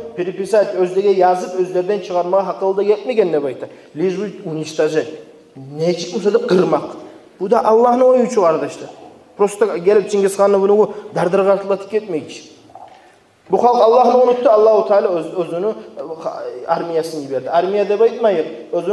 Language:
Kumyk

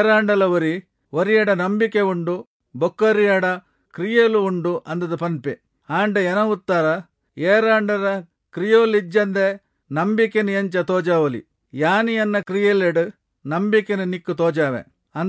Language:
Tulu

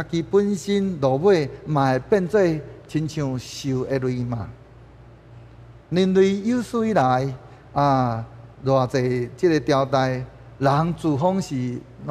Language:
Min Nan Chinese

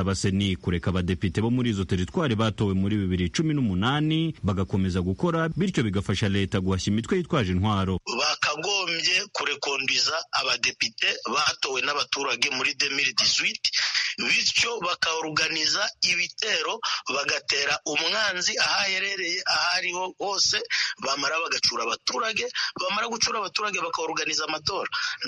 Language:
Kinyarwanda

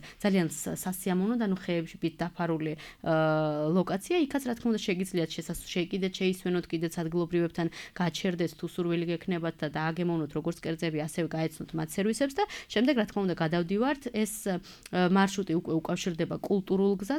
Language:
Georgian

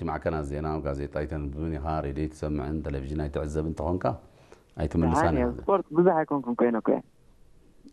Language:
Tigrinya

